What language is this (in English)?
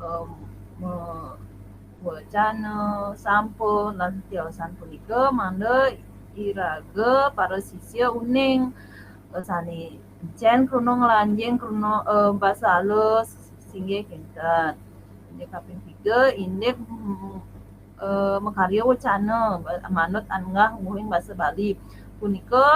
Balinese